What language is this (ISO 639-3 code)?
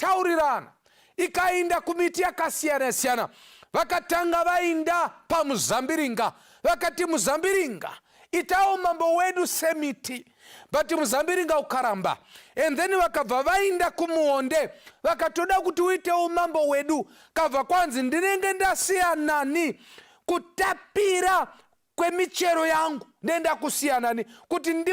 sna